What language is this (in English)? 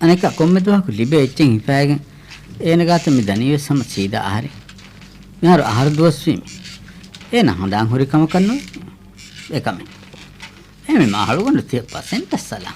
Divehi